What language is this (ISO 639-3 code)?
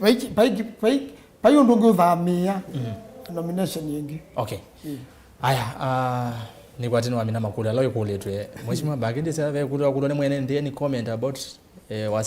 kam